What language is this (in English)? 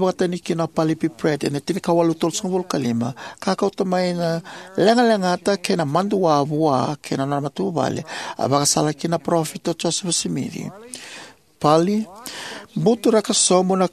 Fijian